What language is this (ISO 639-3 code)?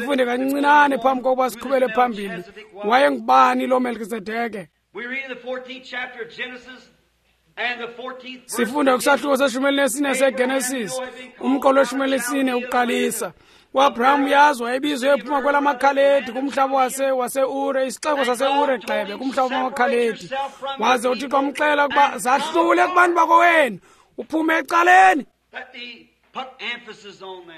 xho